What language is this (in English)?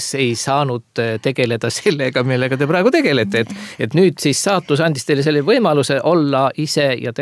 Estonian